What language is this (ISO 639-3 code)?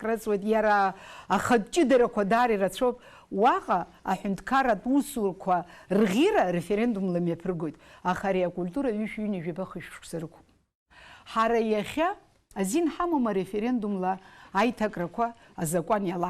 abk